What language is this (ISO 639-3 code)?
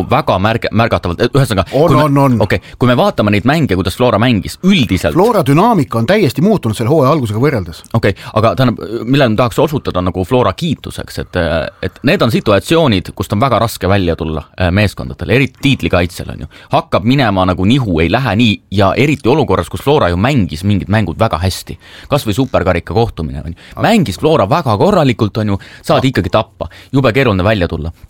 est